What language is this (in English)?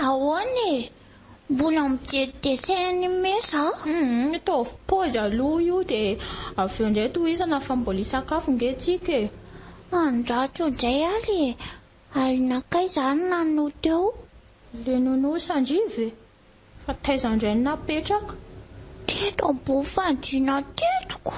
Malagasy